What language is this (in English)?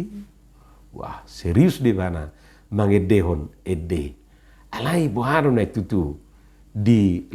Batak Toba